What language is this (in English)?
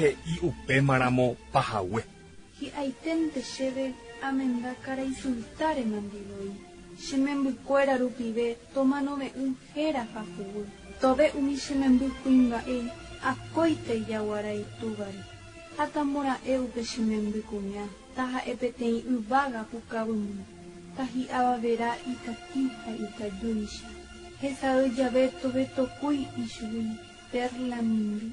Guarani